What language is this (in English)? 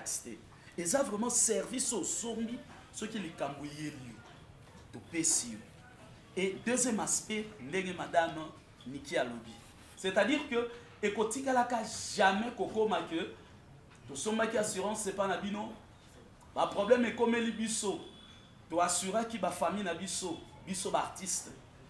Lingala